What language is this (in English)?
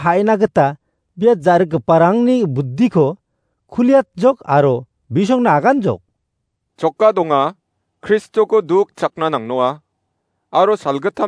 Garo